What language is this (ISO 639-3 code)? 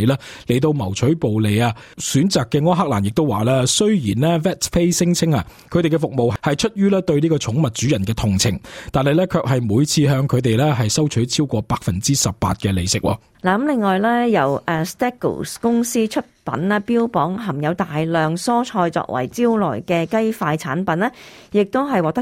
yue